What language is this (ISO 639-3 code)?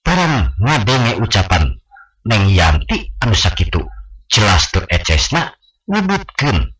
sun